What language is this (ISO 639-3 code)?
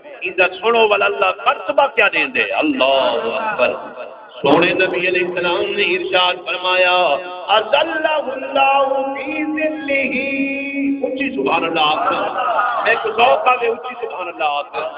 skr